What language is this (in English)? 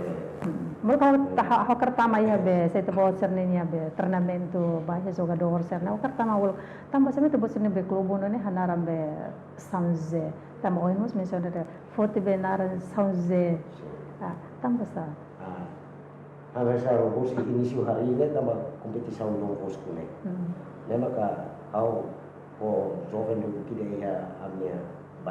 Tetum